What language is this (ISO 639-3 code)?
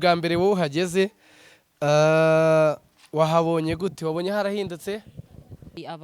kin